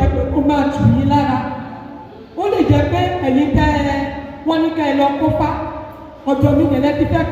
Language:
Yoruba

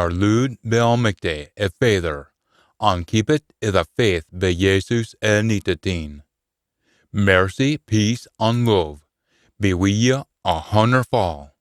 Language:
Scots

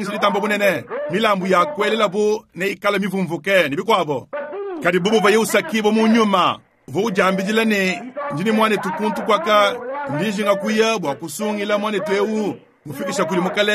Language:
Luba-Lulua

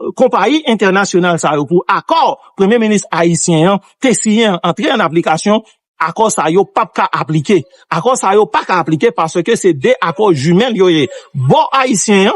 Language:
Haitian Creole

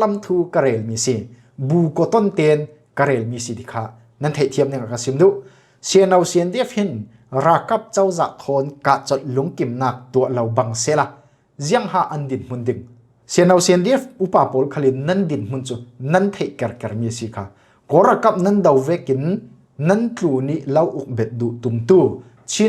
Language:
Falam Chin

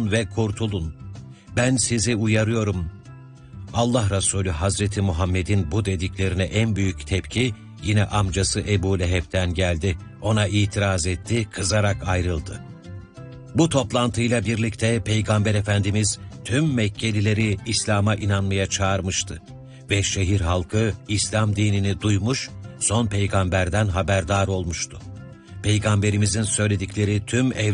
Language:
Turkish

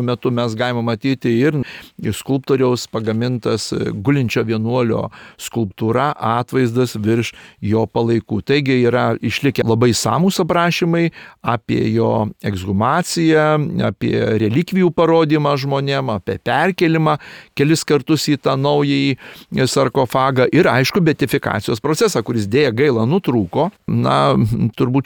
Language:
Lithuanian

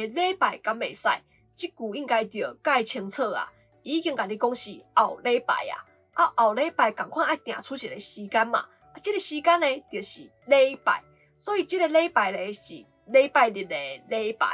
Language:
Min Nan Chinese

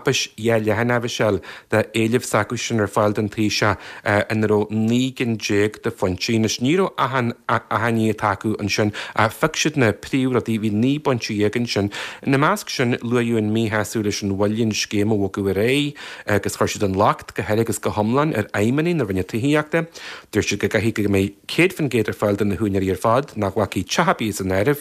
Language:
Irish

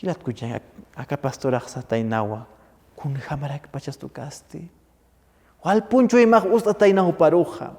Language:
Aymara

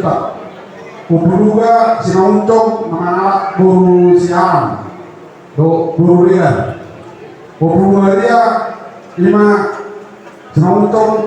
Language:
Batak Toba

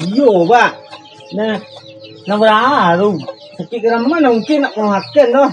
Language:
Minangkabau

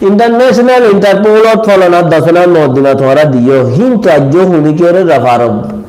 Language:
Rohingya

